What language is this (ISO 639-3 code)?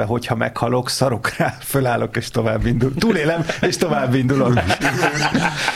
hun